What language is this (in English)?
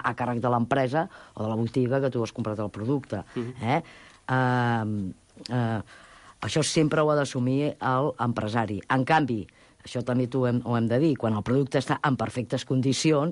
Catalan